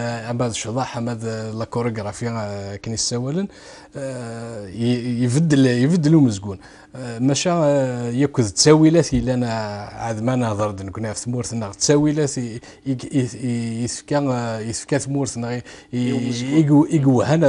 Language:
Kabyle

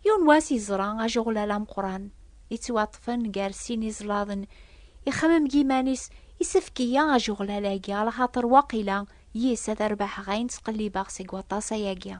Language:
Kabyle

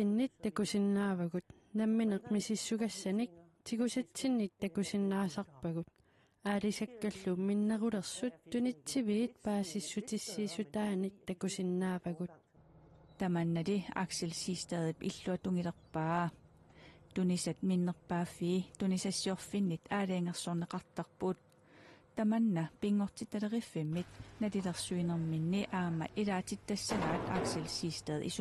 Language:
Kalaallisut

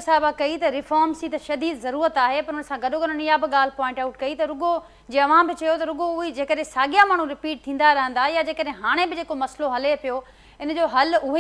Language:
Sindhi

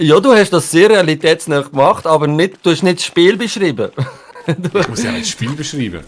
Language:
Swiss German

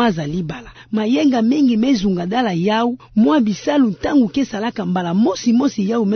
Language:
Kituba (Democratic Republic of Congo)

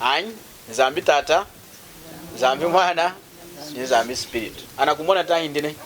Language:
Lunda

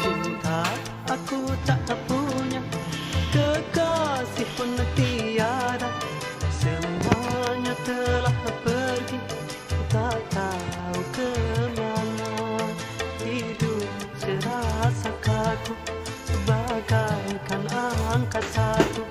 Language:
Betawi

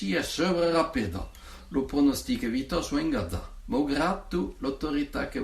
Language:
Occitan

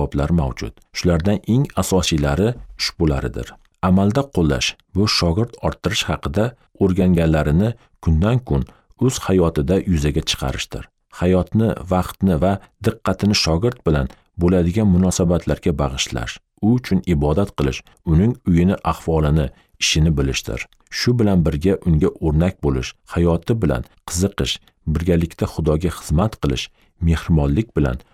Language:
Uzbek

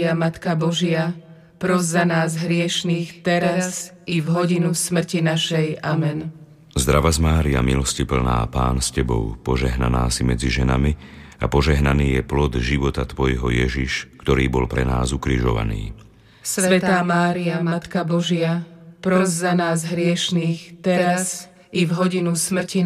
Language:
Slovak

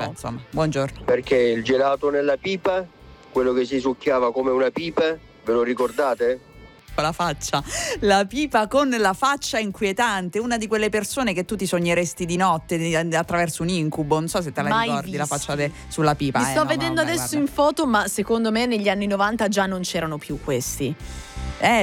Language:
Italian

